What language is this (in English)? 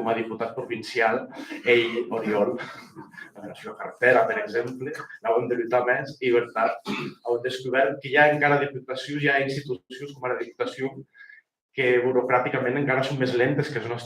Occitan